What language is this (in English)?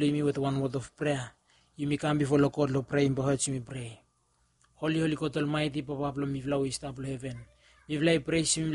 Bislama